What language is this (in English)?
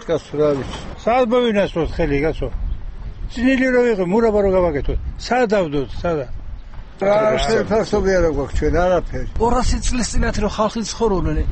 Georgian